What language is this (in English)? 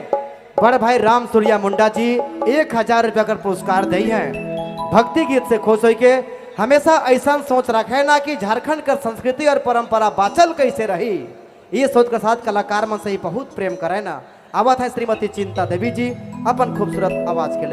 Sadri